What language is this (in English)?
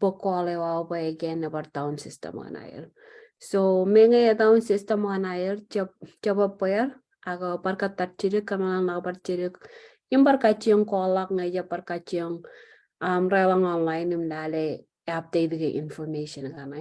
Marshallese